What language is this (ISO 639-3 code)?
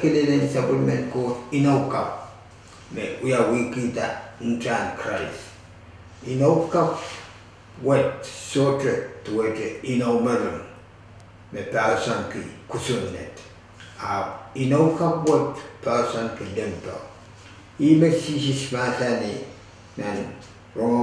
pon